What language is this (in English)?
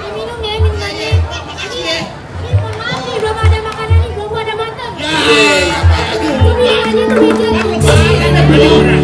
Betawi